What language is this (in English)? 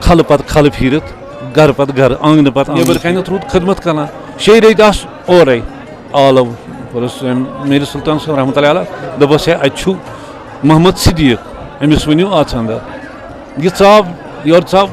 Kashmiri